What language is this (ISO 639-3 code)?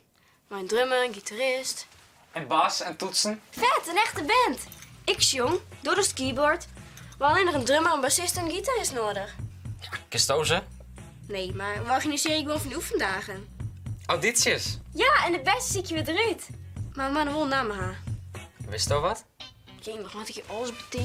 fry